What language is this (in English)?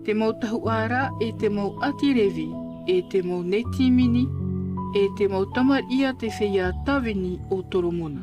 Tahitian